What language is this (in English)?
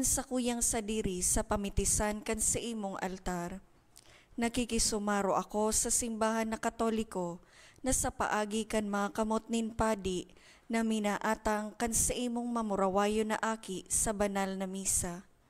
Bikol